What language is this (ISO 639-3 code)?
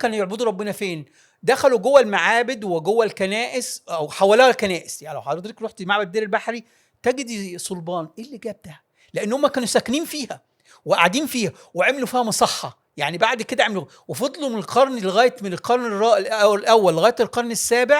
arz